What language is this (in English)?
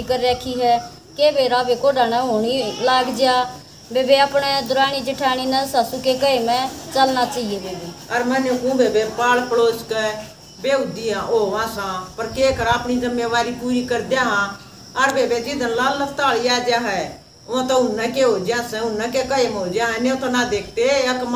Haryanvi